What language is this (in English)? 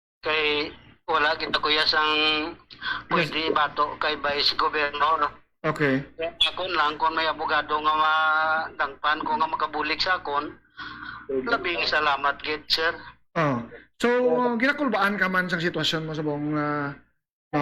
Hiligaynon